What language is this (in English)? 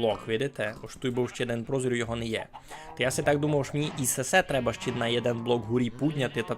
Rusyn